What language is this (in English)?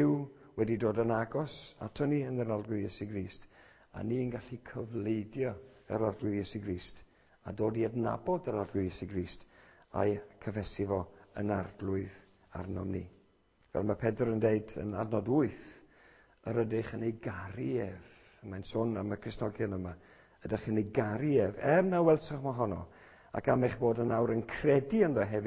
Welsh